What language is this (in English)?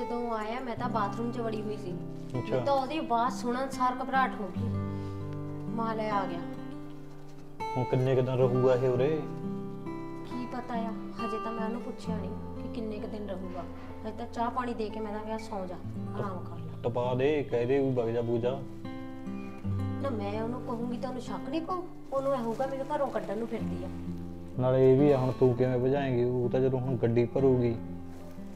Punjabi